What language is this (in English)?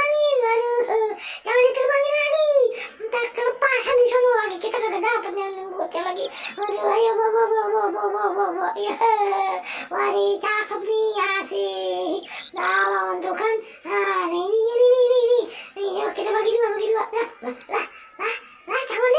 Betawi